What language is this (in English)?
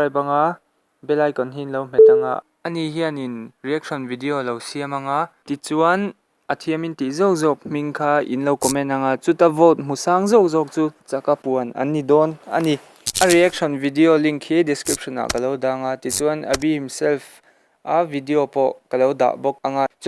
Mizo